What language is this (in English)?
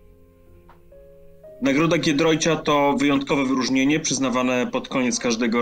Polish